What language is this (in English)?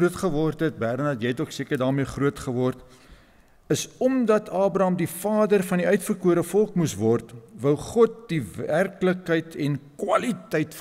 Afrikaans